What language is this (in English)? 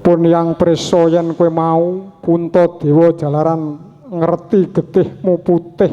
Javanese